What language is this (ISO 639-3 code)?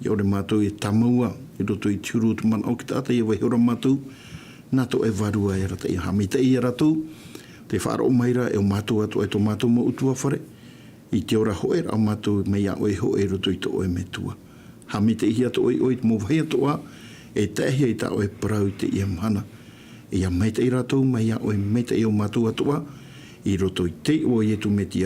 tah